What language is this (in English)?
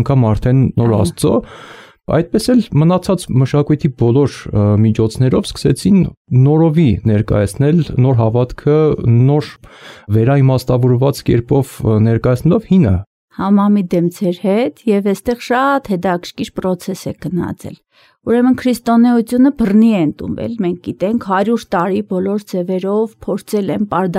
Armenian